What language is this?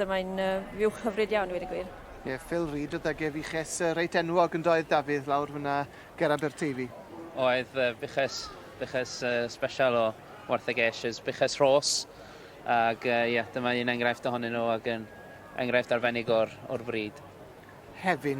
Welsh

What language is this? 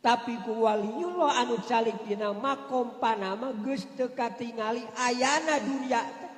Sundanese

